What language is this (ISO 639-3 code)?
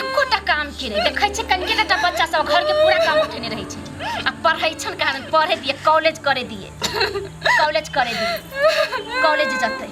mai